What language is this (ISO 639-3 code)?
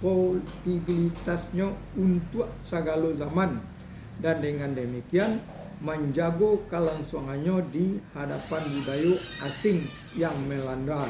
min